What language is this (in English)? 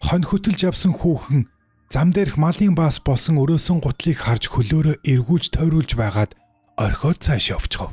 Mongolian